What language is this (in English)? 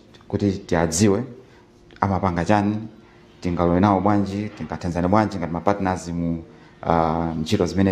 Nyanja